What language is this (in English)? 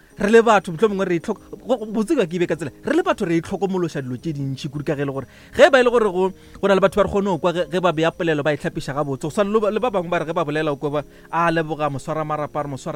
Northern Sotho